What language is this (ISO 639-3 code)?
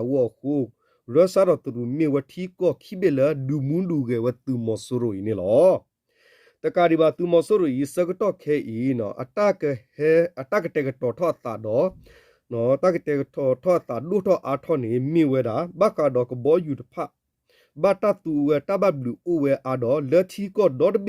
ksw